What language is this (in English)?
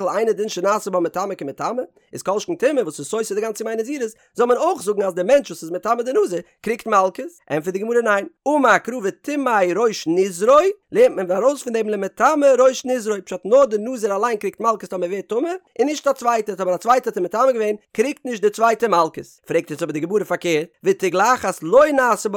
Yiddish